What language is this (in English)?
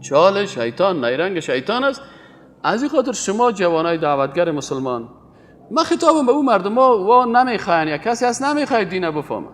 Persian